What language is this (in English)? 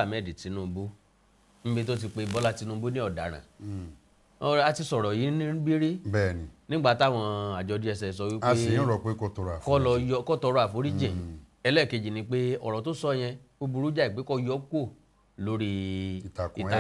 Yoruba